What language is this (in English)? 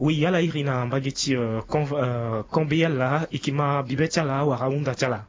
Sango